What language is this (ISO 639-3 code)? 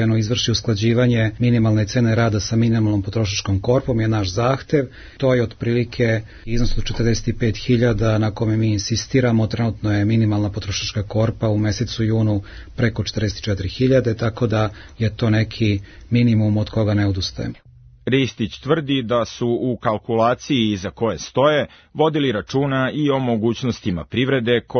srp